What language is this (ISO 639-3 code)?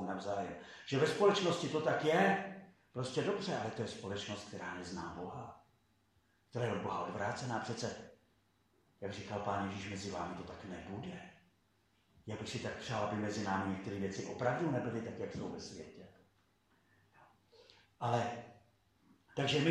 ces